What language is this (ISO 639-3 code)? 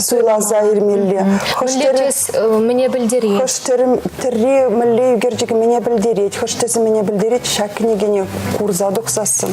chv